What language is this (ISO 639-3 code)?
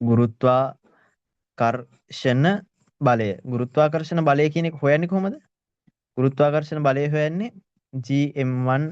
sin